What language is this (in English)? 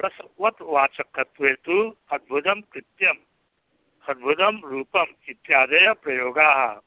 Sanskrit